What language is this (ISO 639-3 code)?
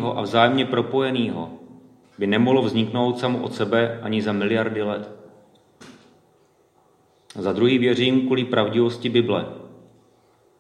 ces